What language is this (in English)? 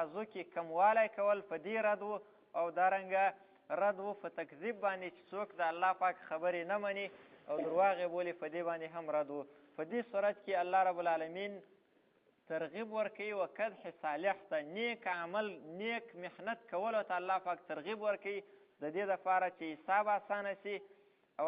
Pashto